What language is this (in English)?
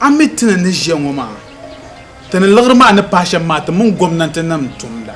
Dagbani